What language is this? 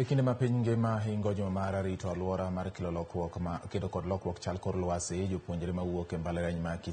Luo (Kenya and Tanzania)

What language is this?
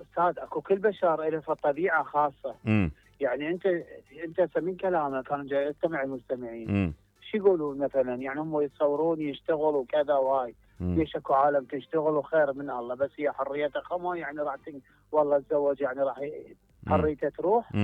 Mesopotamian Arabic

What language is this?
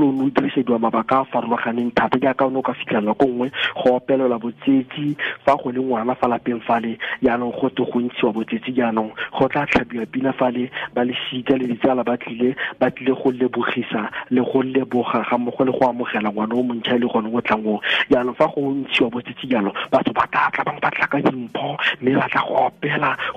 Tswana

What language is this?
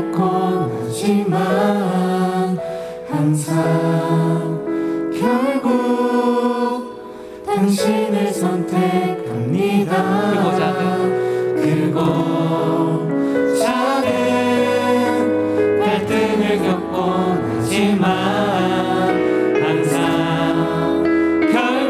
Korean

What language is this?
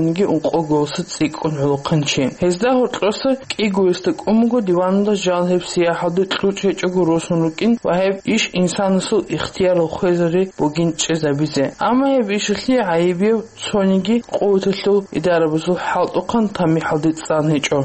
Avaric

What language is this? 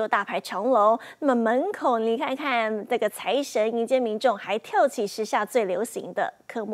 Chinese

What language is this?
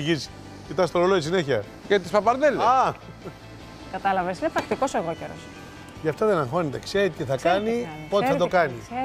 Greek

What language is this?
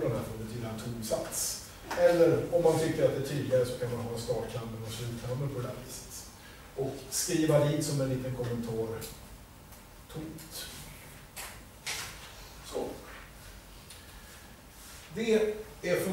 Swedish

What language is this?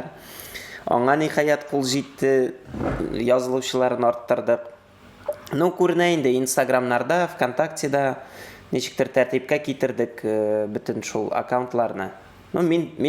Tatar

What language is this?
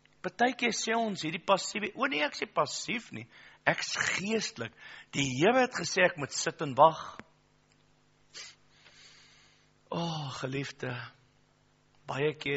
Afrikaans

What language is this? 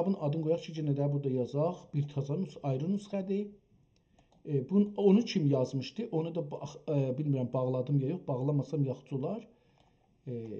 South Azerbaijani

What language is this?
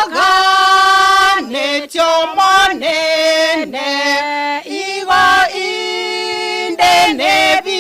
Gusii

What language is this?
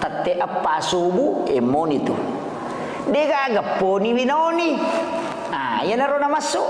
Buginese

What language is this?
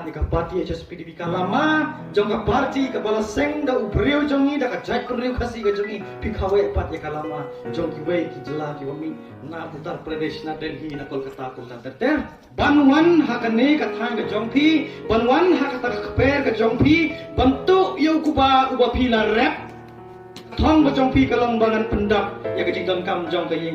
Khasi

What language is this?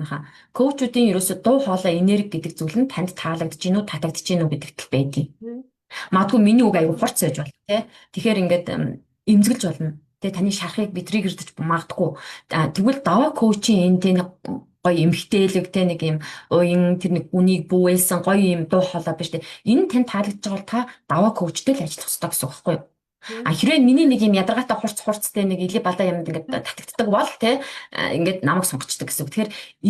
Mongolian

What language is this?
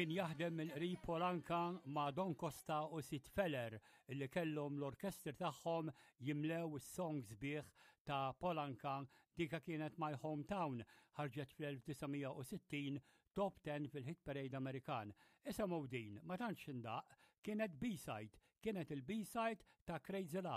Maltese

